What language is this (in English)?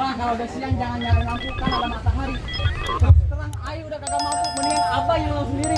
Betawi